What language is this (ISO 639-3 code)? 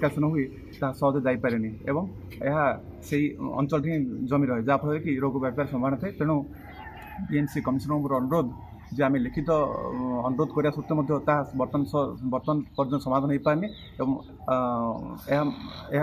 ori